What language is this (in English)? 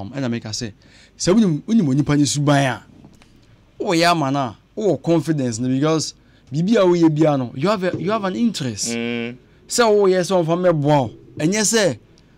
Akan